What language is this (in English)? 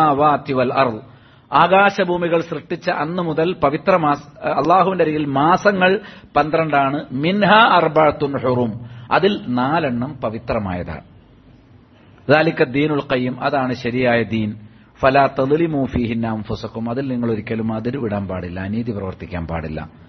Malayalam